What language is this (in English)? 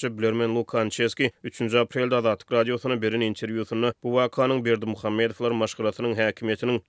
Turkmen